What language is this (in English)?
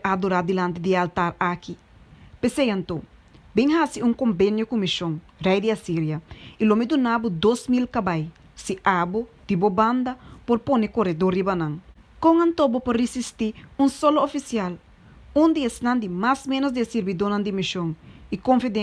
Papiamento